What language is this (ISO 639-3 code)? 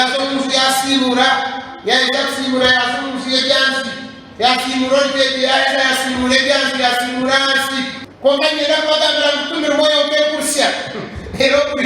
nyn